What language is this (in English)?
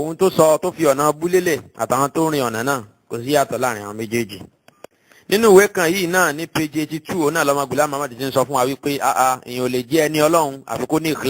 Yoruba